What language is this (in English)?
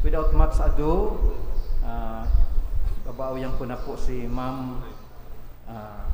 Bikol